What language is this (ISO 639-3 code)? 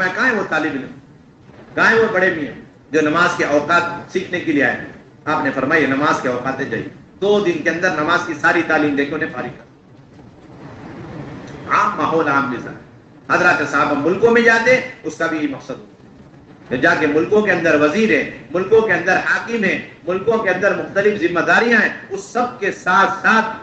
urd